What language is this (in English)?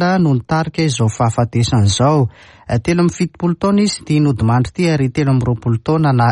Malagasy